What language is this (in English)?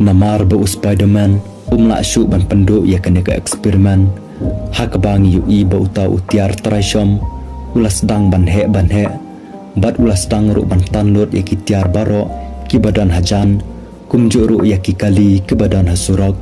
Khasi